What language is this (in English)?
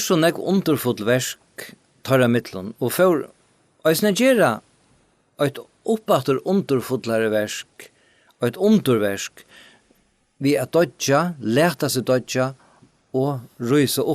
Faroese